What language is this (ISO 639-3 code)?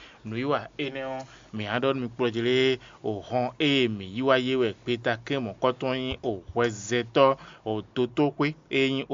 fon